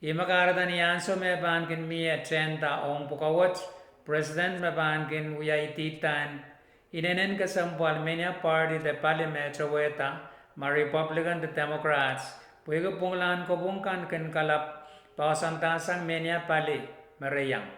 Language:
Pohnpeian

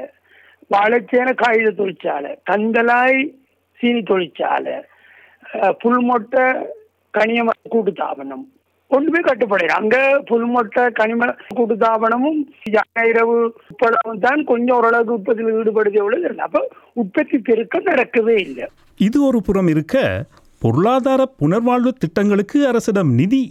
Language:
Tamil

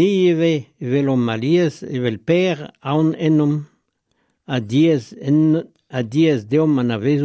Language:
Breton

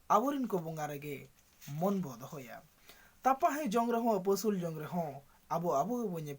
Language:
Santali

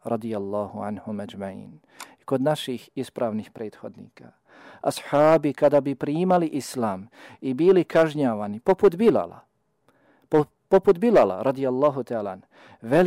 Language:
Bosnian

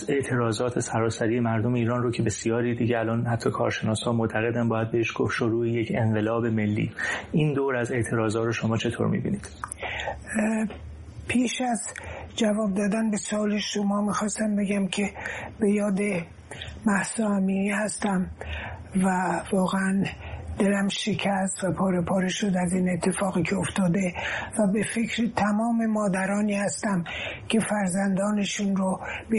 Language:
Persian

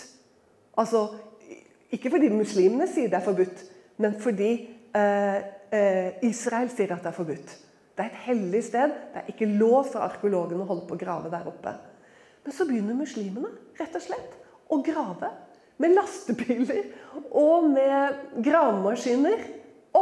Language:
Norwegian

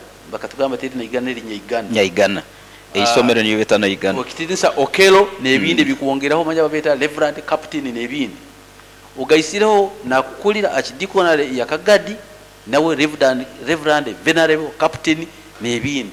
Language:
Nyoro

